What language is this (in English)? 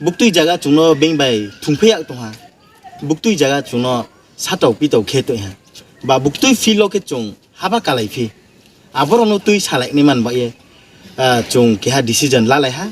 Riang (India)